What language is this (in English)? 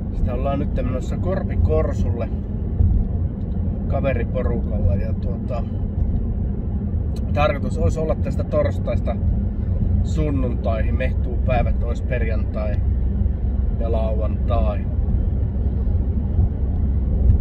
Finnish